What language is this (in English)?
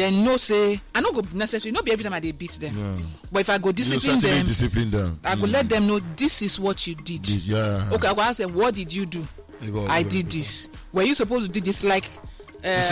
Nigerian Pidgin